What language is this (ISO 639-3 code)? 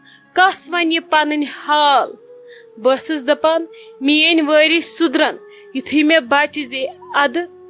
kas